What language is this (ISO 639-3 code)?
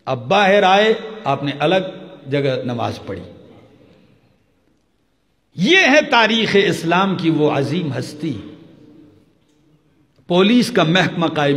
urd